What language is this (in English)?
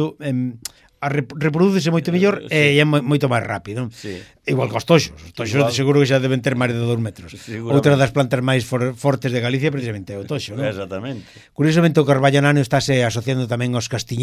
Galician